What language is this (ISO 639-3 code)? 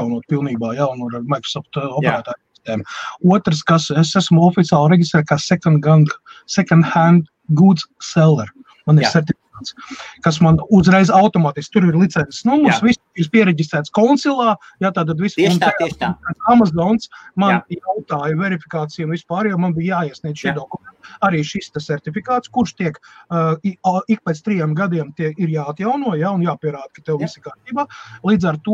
lav